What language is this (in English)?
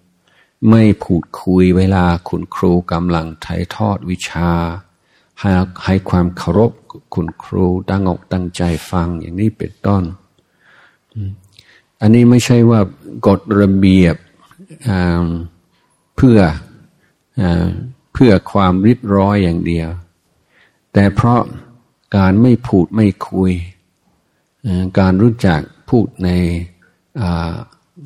Thai